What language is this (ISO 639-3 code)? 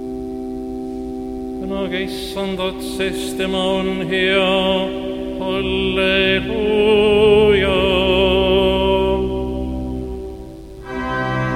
est